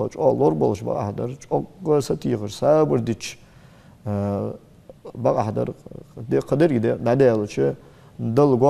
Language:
Ingush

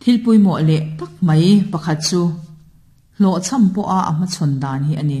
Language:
Mizo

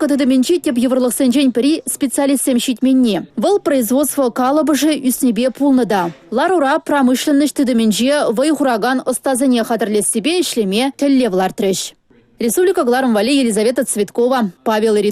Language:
Chuvash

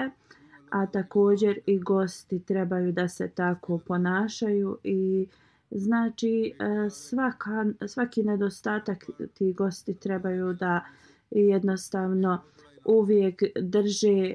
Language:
Bosnian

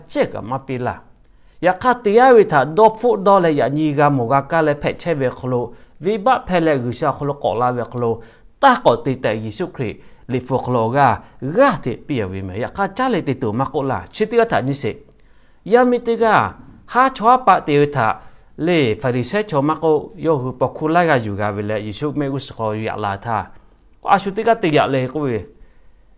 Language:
Lahu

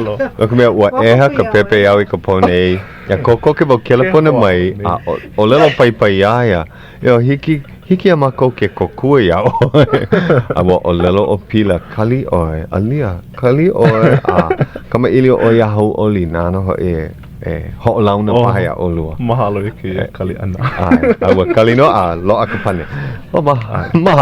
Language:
Hawaiian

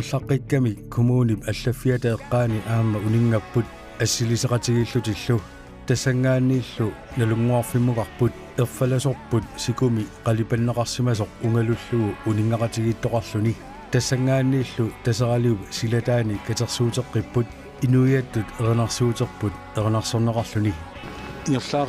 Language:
Kalaallisut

